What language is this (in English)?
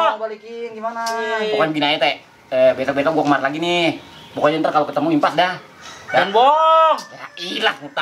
Betawi